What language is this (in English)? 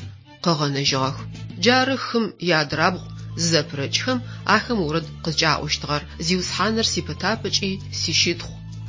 Adyghe